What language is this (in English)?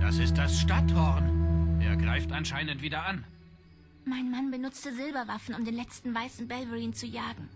Swiss German